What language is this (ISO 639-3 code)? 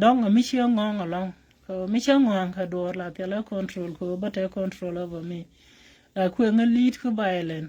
nus